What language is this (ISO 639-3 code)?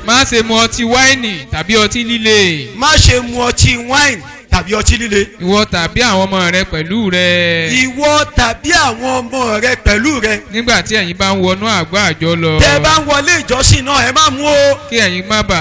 yor